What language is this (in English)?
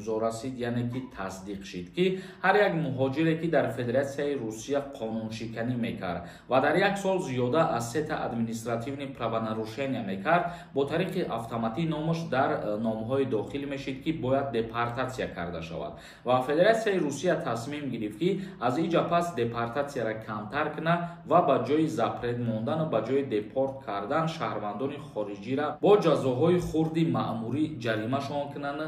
Tajik